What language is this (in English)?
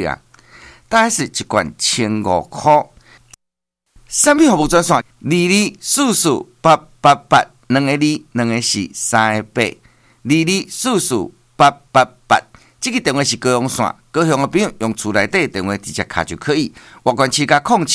Min Nan Chinese